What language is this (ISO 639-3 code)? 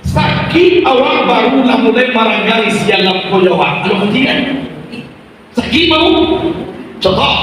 min